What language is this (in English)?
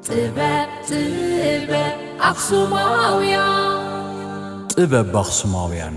Tigrinya